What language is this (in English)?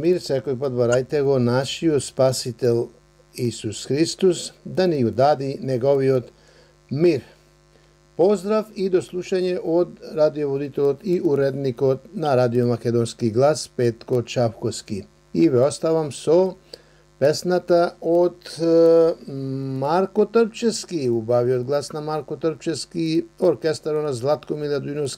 Macedonian